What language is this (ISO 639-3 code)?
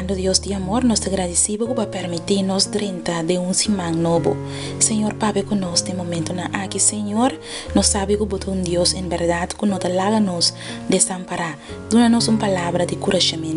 pap